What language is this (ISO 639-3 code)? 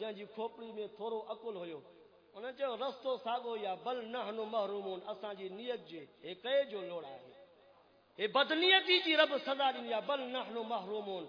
skr